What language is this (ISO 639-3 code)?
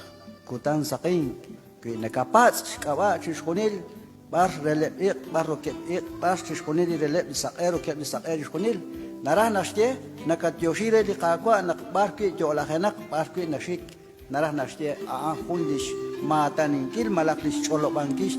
kek